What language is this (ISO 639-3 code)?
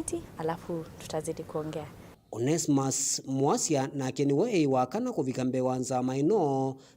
kam